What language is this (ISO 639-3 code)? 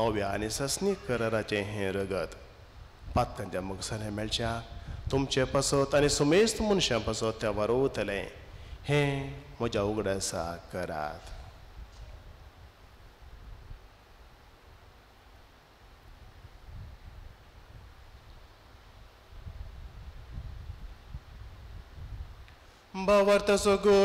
kok